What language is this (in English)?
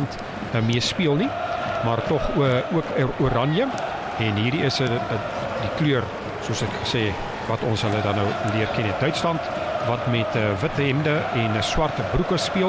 Afrikaans